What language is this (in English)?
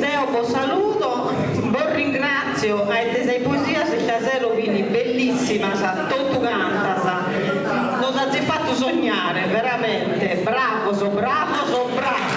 Sardinian